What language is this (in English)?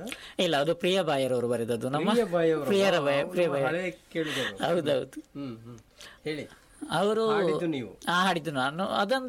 Kannada